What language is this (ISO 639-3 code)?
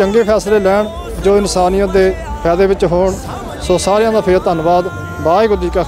pan